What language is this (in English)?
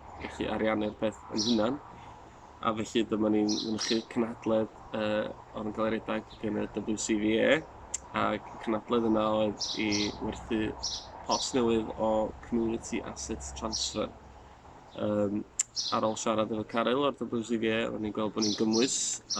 Welsh